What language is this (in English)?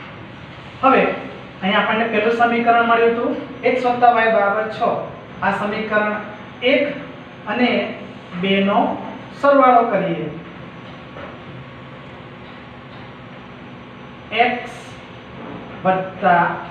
Gujarati